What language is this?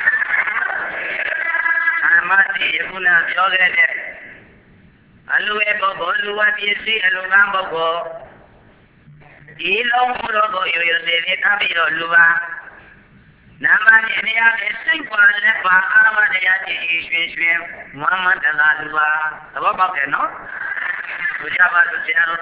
Burmese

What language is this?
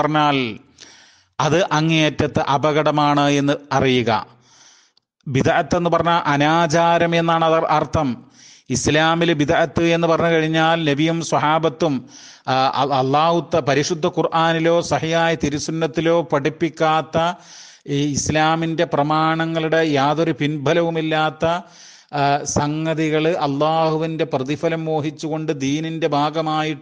Malayalam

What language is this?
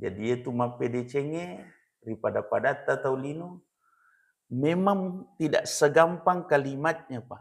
Buginese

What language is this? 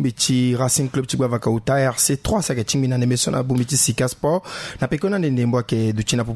Sango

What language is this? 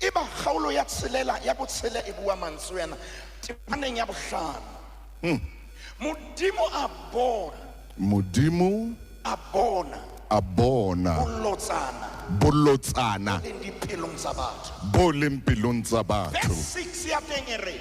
Southern Sotho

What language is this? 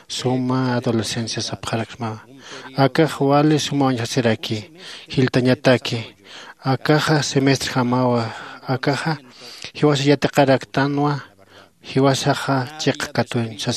Aymara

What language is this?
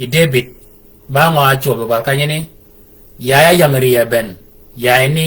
Shilluk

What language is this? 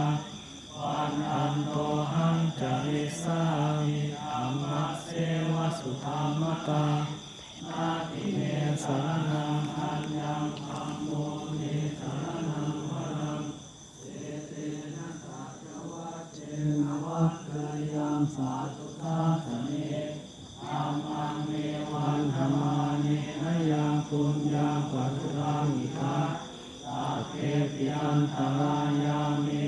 Pali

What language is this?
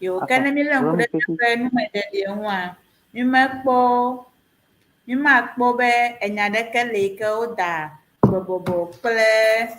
Ewe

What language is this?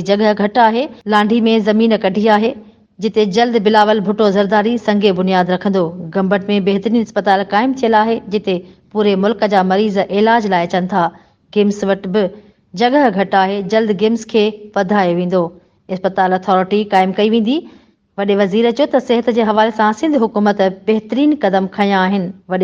Sindhi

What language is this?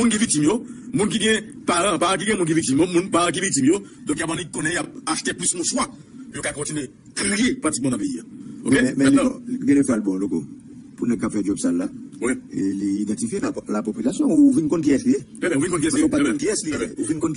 Haitian Creole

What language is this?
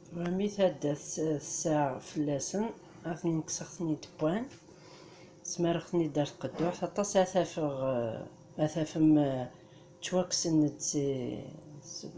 Kabyle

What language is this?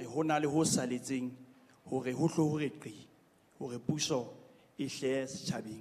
Southern Sotho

